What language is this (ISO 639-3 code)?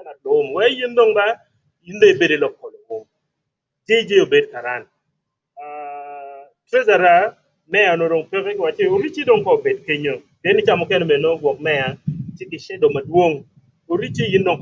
ach